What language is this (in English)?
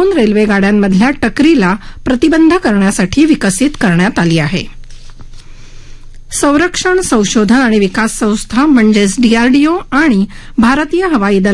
Marathi